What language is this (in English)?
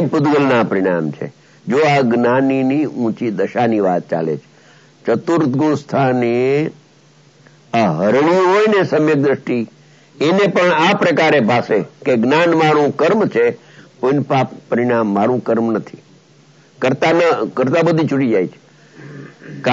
Gujarati